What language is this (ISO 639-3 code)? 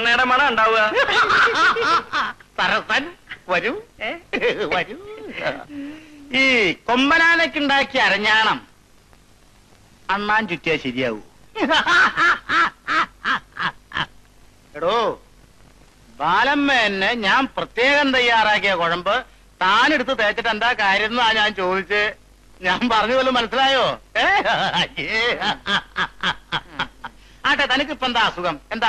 mal